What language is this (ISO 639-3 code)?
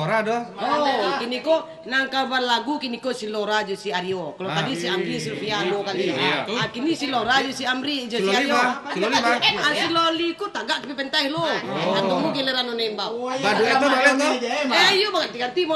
min